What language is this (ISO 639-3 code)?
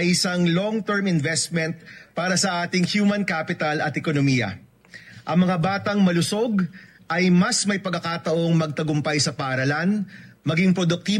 bik